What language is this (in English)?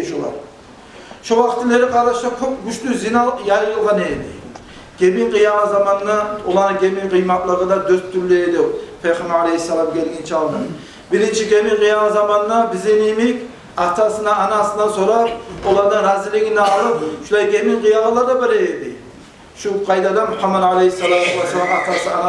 Kumyk